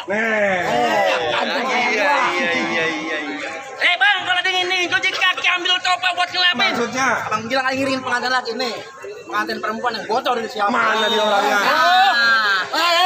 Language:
Betawi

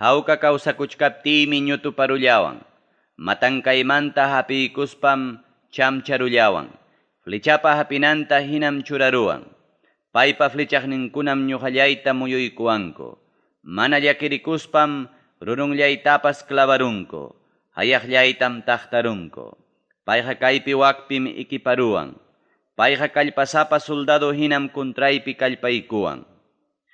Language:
Ayacucho Quechua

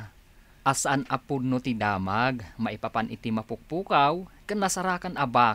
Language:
Iloko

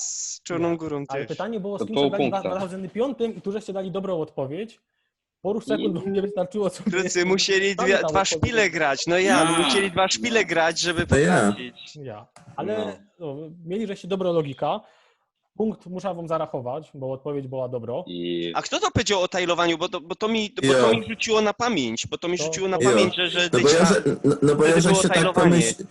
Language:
Silesian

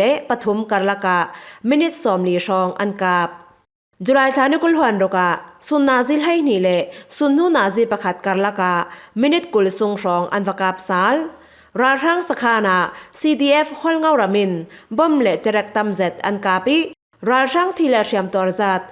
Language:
Falam Chin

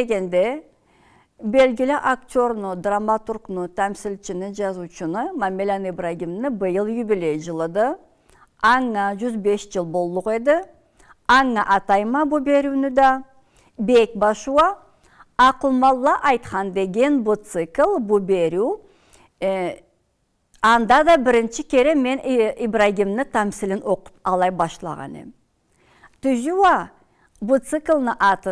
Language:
Karachay-Balkar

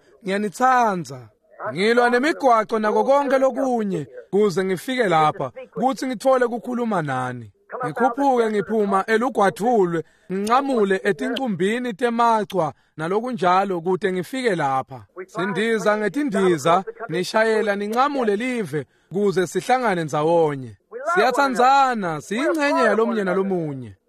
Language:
Swati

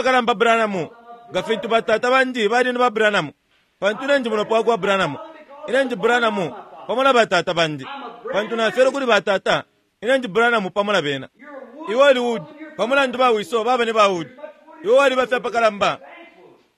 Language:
Bemba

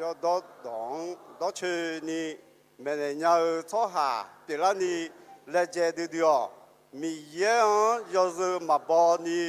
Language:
Akha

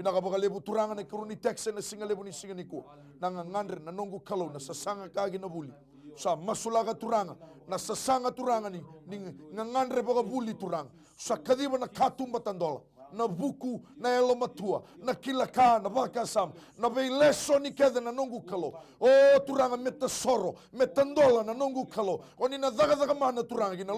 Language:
Fijian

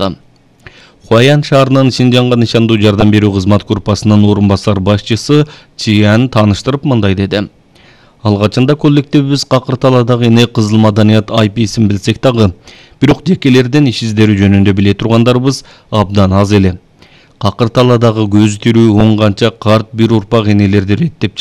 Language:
Kyrgyz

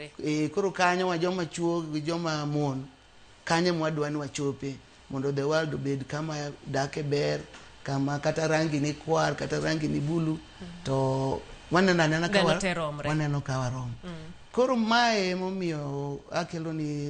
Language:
Luo (Kenya and Tanzania)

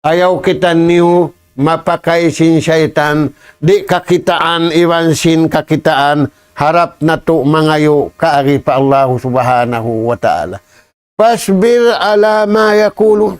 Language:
Tausug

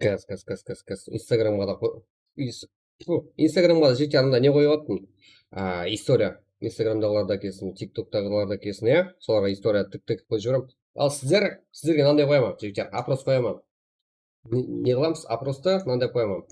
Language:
Kara-Kalpak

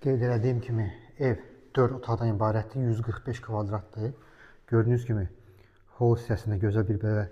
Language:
Azerbaijani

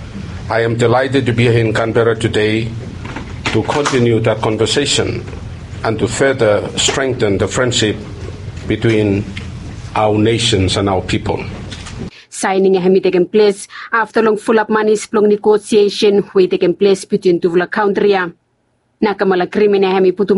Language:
Bislama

